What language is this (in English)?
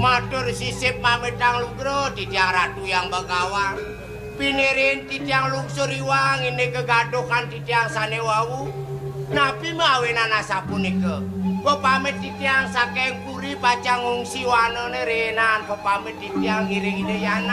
Balinese